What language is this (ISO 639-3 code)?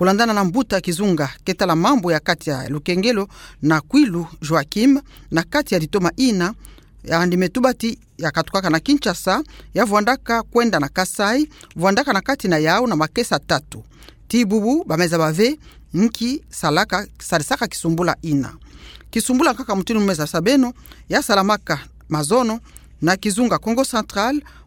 ktu